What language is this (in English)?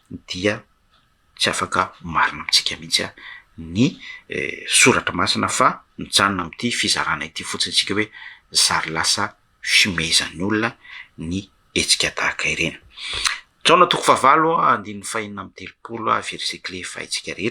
Malagasy